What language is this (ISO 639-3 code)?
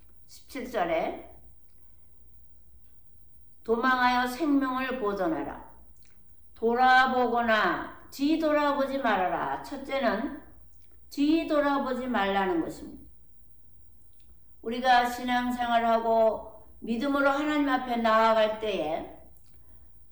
kor